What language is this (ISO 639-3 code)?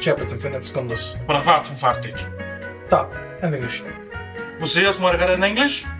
yid